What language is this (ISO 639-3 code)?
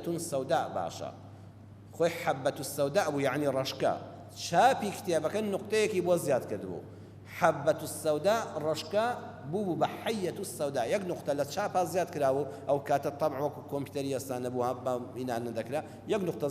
ckb